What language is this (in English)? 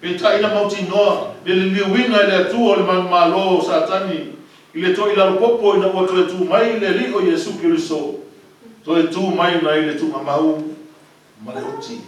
Samoan